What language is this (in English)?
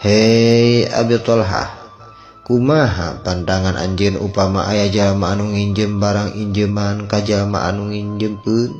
Sundanese